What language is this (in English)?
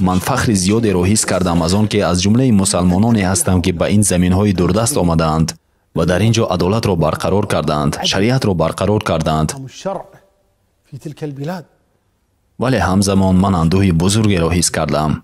Tajik